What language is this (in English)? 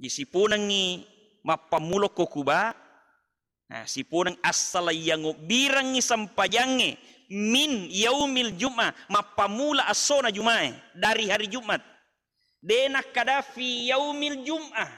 Buginese